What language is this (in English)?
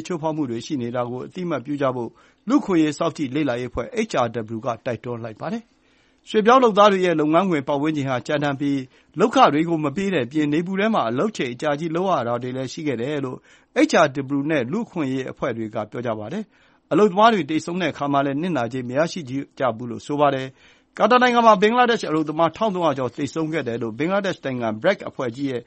Burmese